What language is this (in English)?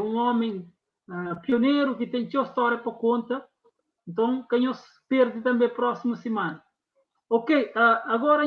Kabuverdianu